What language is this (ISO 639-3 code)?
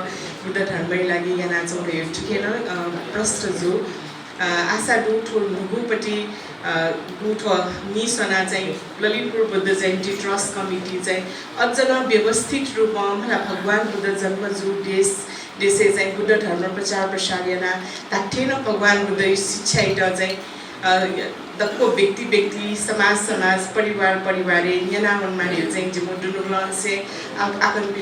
new